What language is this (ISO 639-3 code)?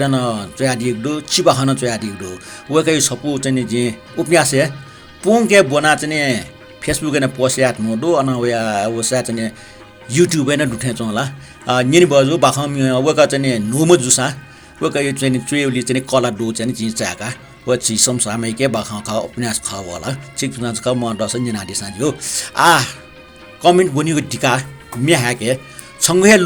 new